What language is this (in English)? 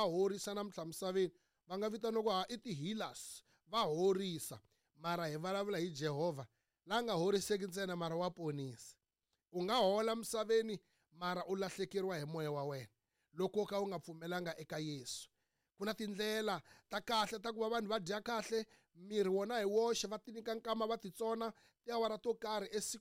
Tsonga